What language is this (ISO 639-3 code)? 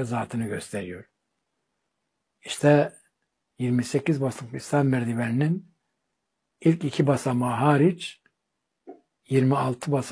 tur